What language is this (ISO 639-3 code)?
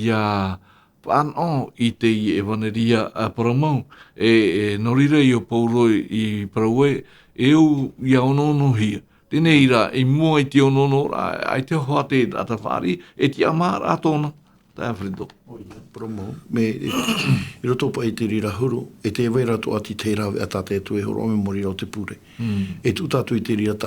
tah